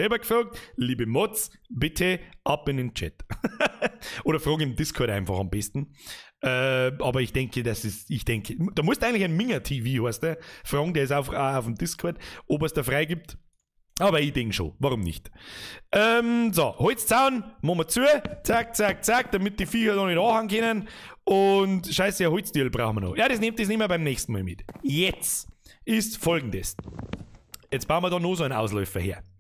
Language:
Bavarian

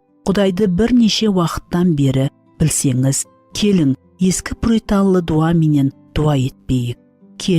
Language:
Kara-Kalpak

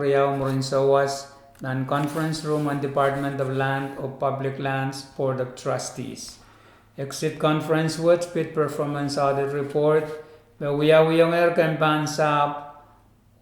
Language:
Pohnpeian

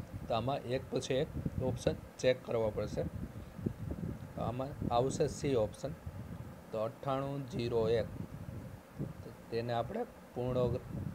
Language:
Gujarati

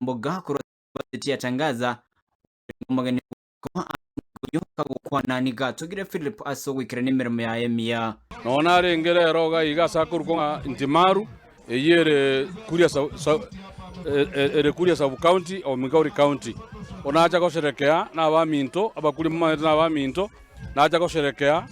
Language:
Gusii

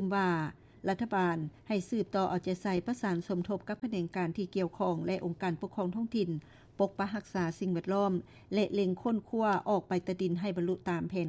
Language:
Lao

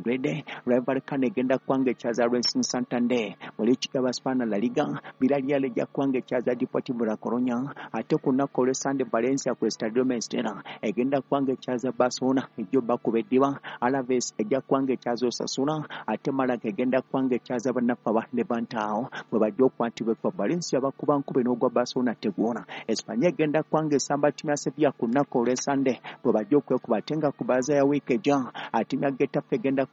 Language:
Ganda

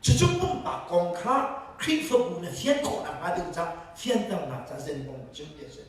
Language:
Hakha Chin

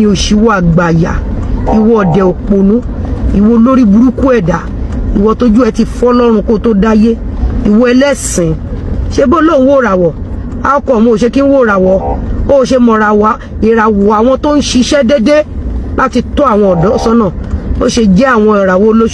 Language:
Yoruba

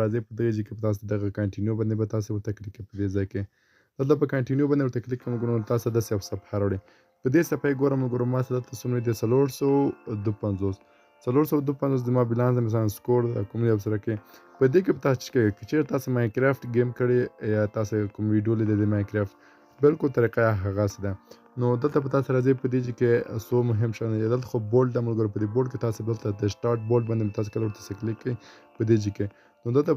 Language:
Pashto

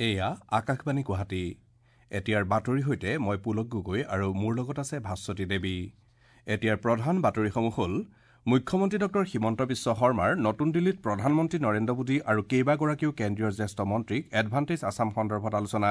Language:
Assamese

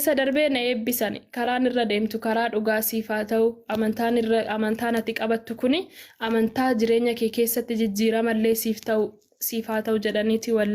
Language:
Oromo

